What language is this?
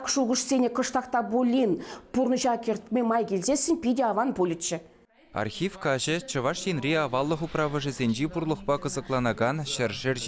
Chuvash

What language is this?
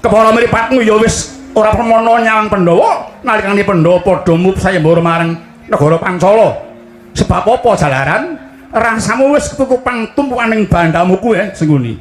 Javanese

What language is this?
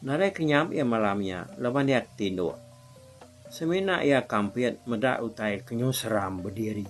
Iban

